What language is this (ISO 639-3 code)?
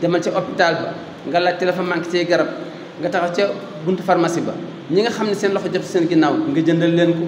wol